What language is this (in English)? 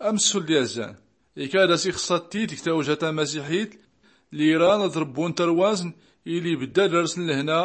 Tachelhit